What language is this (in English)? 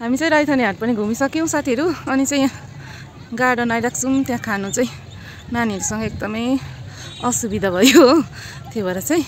Nepali